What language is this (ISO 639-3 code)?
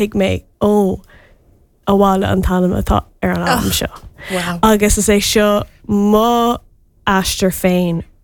gle